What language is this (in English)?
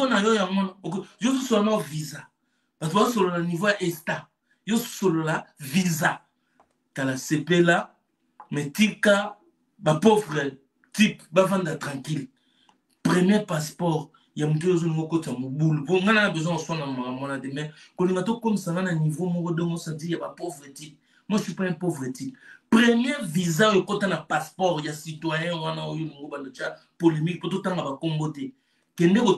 Lingala